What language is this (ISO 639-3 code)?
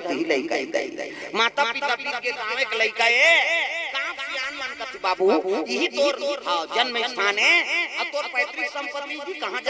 hne